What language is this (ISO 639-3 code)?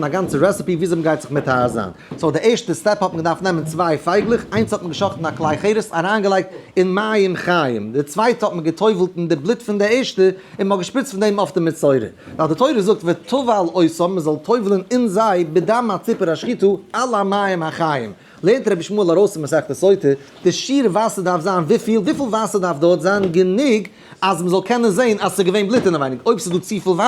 yid